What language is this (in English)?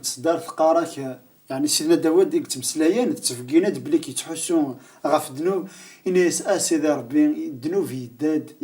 Kabyle